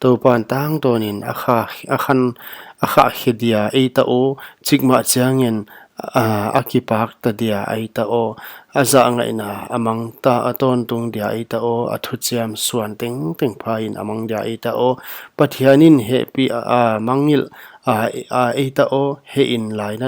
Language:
Paite Chin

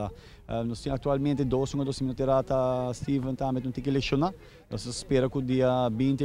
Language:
Papiamento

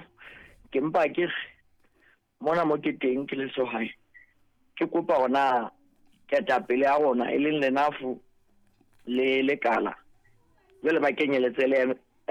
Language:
Southern Sotho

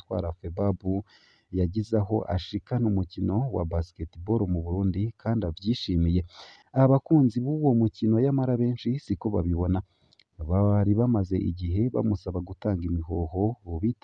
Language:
Rundi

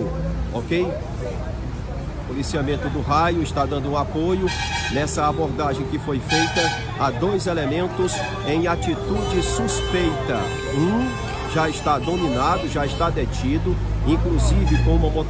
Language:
Portuguese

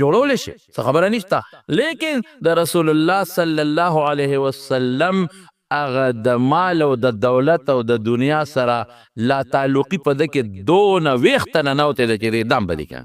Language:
Pashto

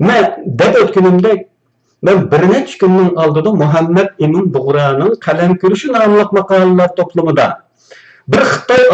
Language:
Uyghur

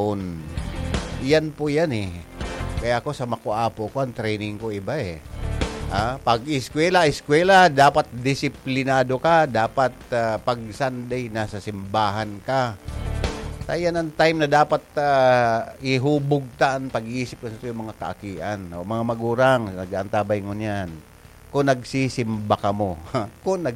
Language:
Bikol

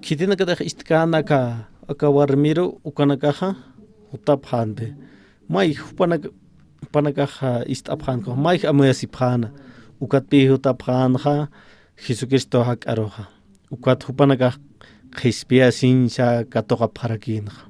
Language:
Aymara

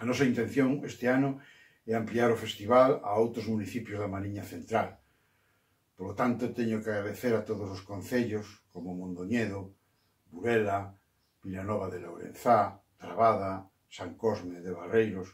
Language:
Galician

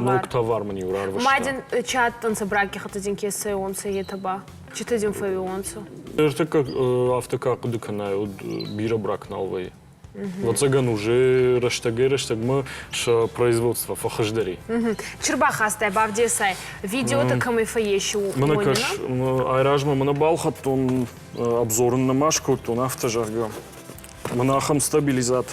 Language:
Ossetic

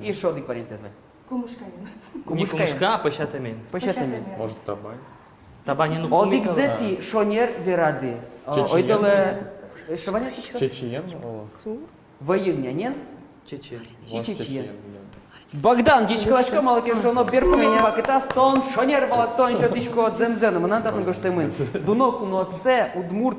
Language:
Udmurt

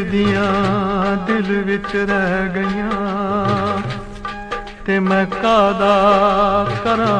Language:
Punjabi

